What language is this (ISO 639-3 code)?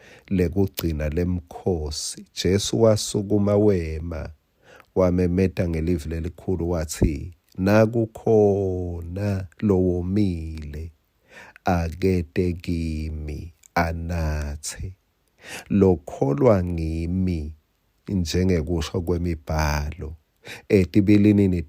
ssw